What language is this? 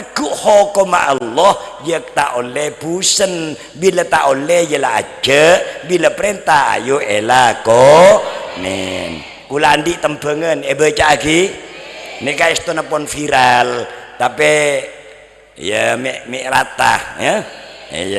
Madurese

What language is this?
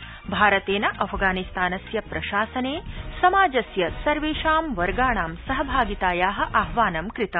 Sanskrit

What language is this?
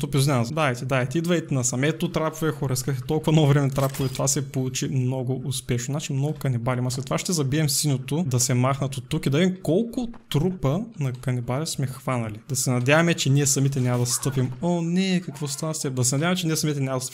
Bulgarian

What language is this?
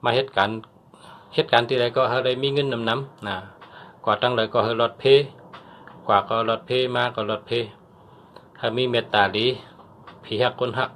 Shan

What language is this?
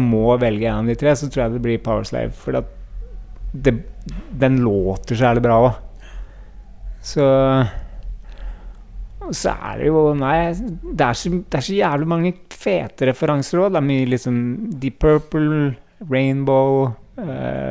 Norwegian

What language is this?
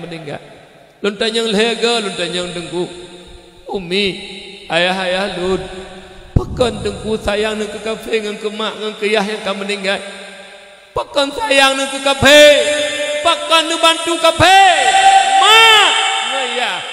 Achinese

